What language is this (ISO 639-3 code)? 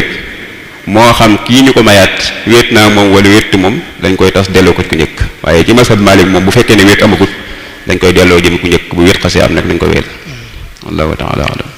wol